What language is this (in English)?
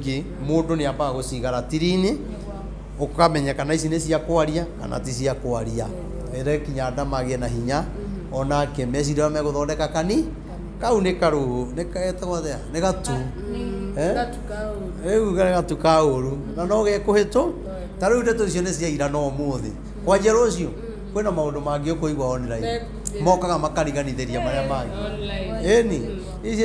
Kikuyu